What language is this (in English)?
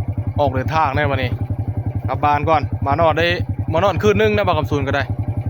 Northeastern Thai